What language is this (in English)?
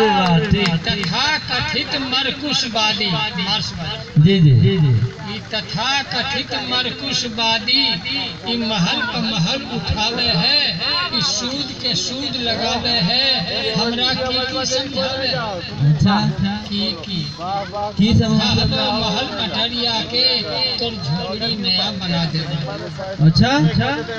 Magahi